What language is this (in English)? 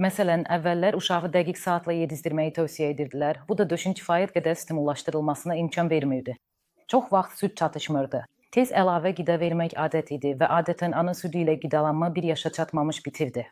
Azerbaijani